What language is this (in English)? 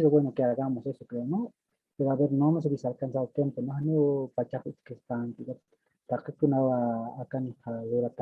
Aymara